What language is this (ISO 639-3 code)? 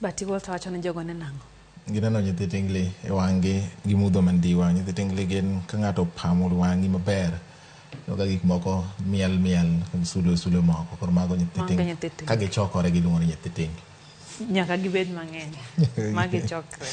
luo